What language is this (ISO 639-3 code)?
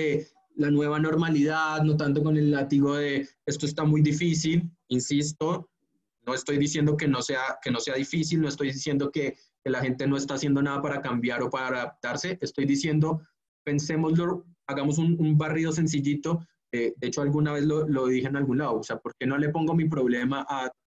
spa